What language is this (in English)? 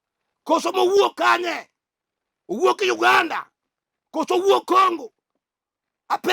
Luo (Kenya and Tanzania)